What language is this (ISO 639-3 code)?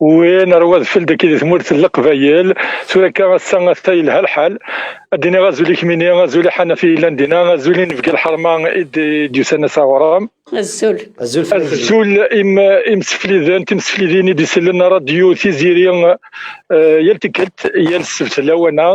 kab